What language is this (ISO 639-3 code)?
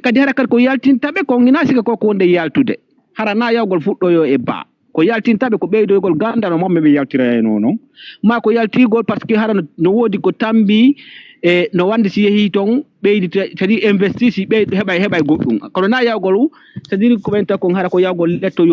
ful